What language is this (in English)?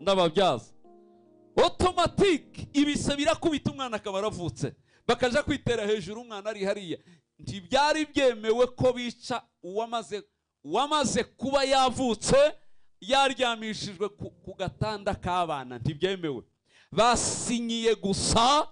Kinyarwanda